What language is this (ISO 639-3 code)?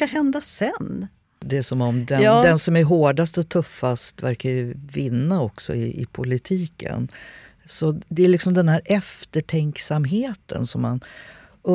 swe